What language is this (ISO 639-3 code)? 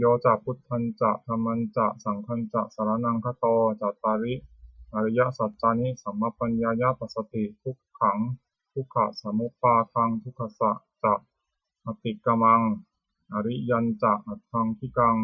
pli